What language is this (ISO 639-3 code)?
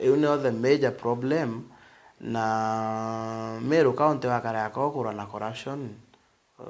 mer